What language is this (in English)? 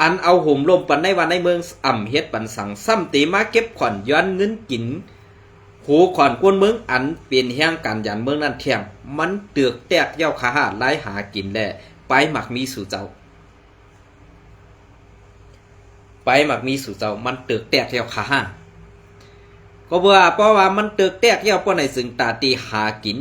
Shan